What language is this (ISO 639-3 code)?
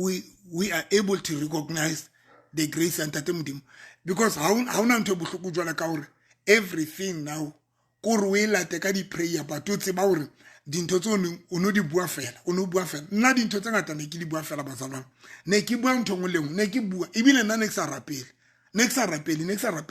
sot